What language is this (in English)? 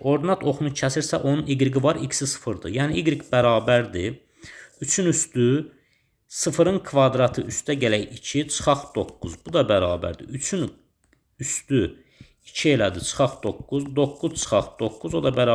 Azerbaijani